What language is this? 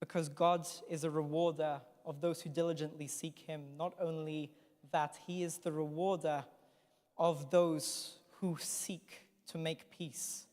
English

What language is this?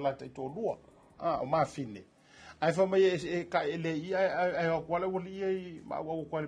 Samoan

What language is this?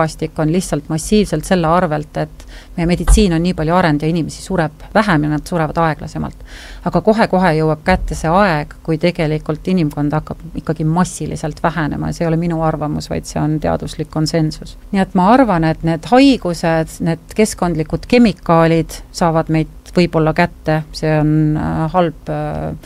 Estonian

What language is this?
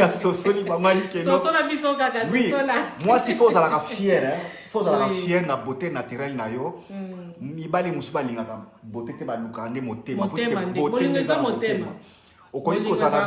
Lingala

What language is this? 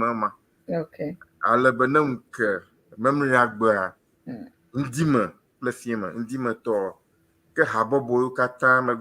Ewe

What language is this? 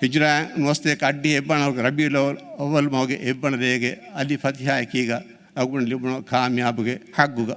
Divehi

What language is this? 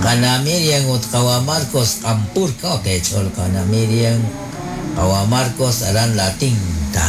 Kekchí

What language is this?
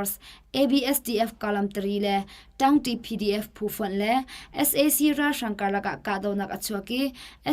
Hakha Chin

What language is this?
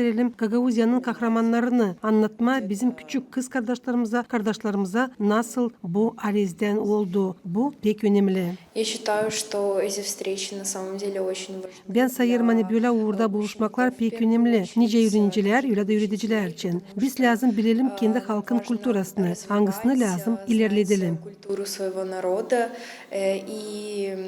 Gagauz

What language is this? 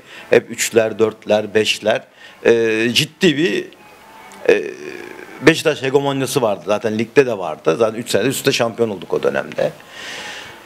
Turkish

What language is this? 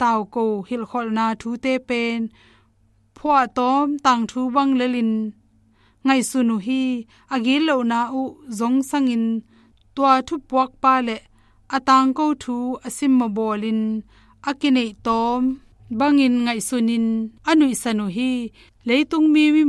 Tedim Chin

